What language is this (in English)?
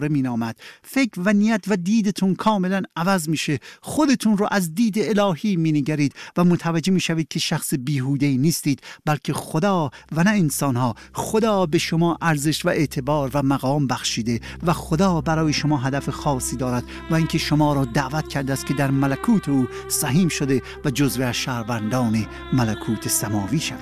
Persian